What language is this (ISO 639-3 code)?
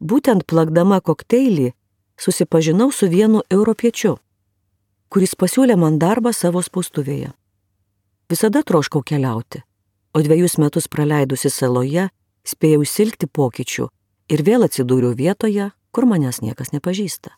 lit